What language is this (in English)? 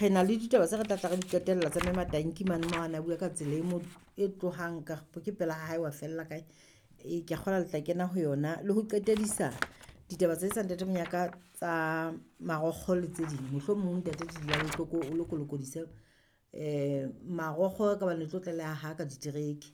Southern Sotho